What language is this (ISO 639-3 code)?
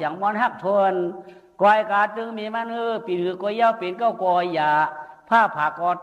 shn